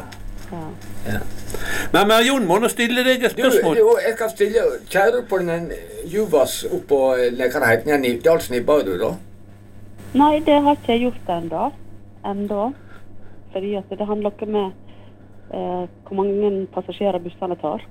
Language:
Norwegian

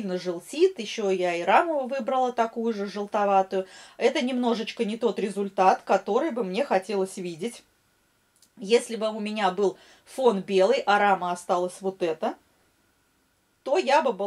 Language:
Russian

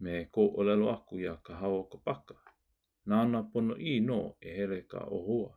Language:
Hawaiian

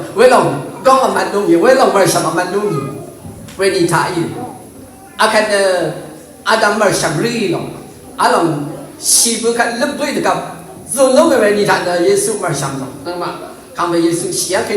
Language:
Rawang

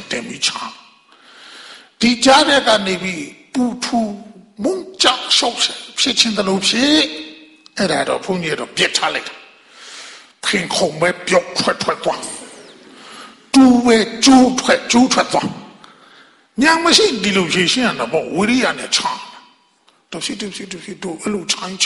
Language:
Burmese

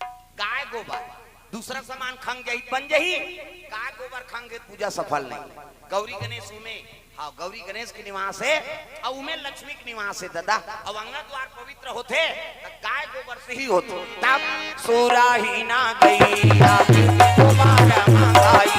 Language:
Chhattisgarhi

